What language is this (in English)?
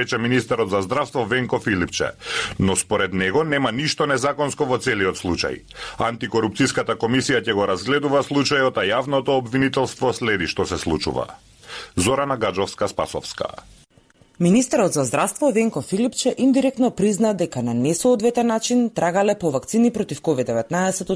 Macedonian